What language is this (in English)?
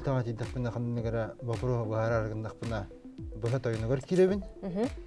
Yakut